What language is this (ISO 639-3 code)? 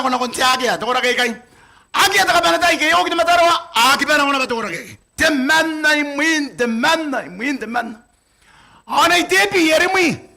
gil